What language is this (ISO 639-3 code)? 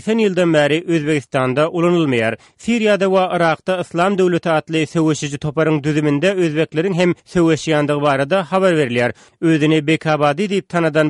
tuk